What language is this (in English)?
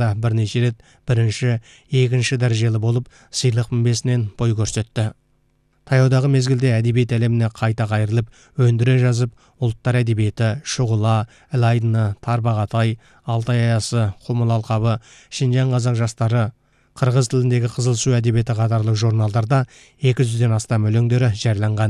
Kazakh